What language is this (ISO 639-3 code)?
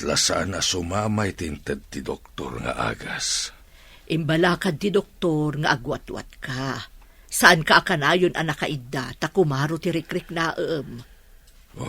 ilo